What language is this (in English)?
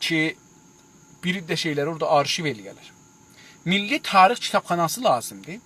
South Azerbaijani